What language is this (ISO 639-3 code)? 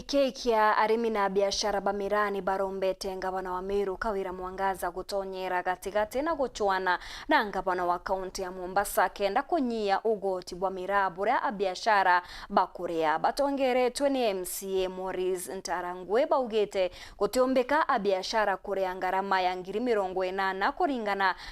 mer